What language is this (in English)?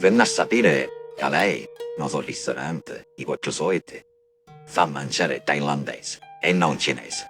Sicilian